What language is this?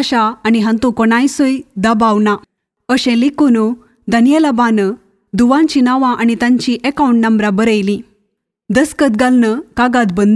Konkani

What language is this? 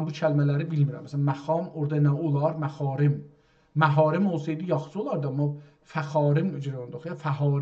South Azerbaijani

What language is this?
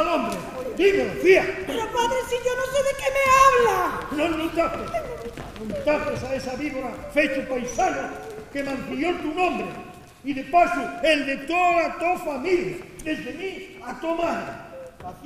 Asturian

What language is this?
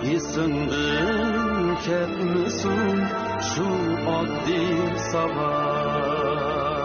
Uyghur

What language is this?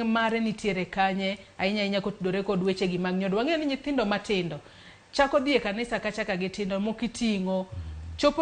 Luo (Kenya and Tanzania)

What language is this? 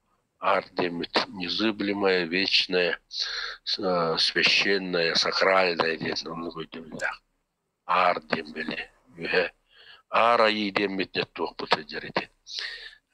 Yakut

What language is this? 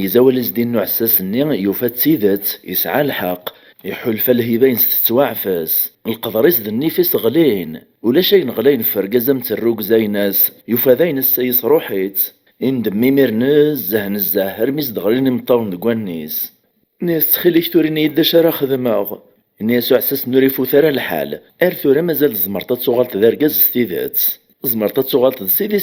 Kabyle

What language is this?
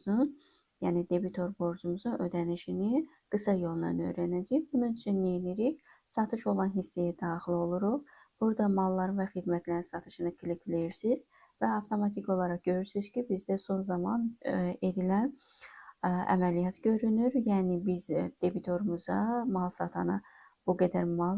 Azerbaijani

